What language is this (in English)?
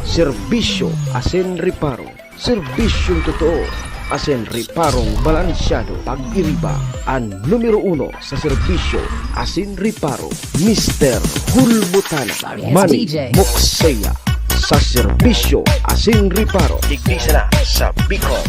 Bikol